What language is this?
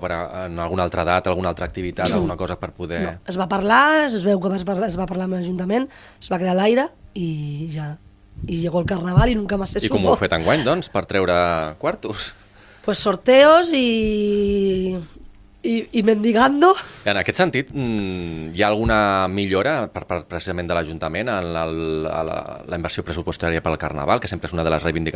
Catalan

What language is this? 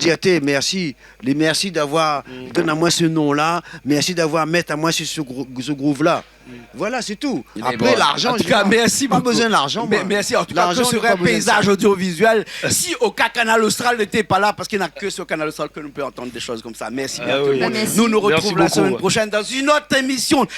Réunion Creole French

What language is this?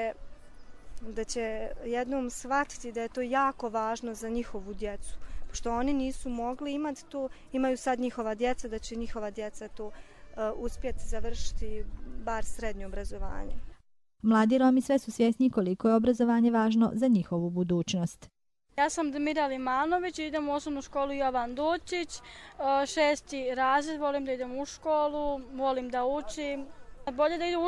Bosnian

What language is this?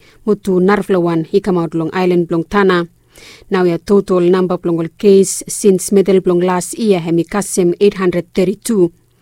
Bislama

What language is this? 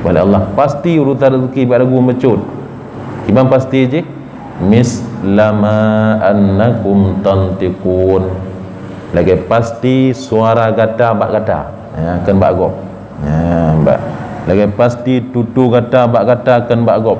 Achinese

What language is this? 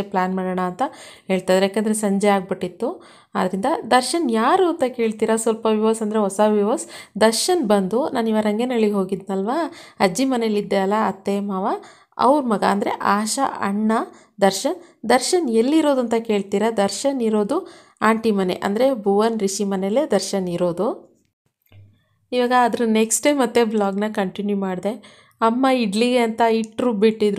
Kannada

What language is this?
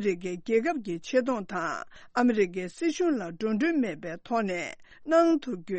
Tibetan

